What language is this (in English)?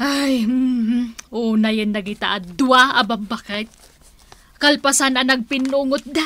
Iloko